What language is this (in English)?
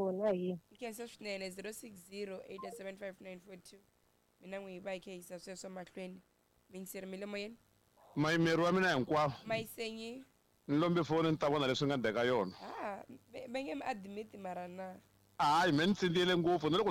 Tsonga